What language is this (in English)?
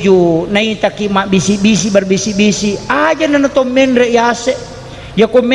Buginese